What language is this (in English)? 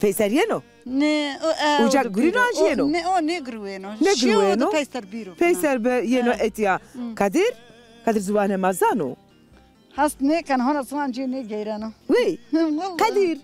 Zaza